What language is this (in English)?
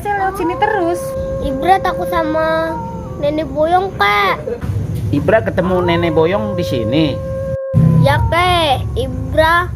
Betawi